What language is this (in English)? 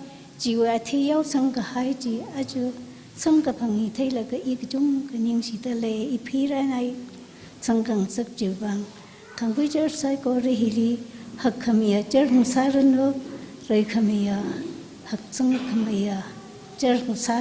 Tangkhul Naga (India)